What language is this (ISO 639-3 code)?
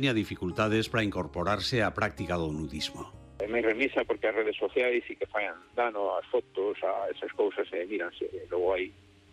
glg